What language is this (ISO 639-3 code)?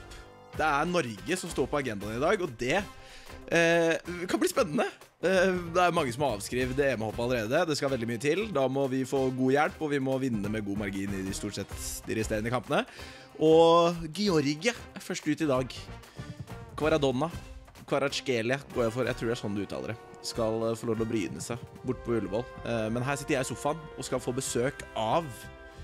nor